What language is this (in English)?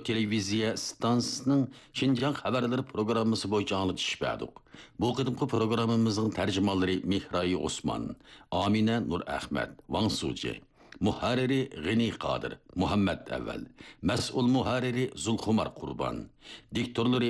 Uyghur